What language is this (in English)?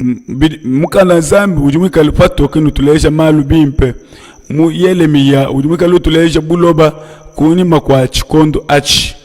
Luba-Lulua